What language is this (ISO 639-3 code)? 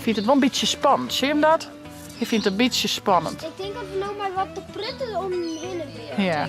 fry